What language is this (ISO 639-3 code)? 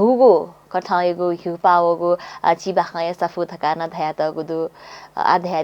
new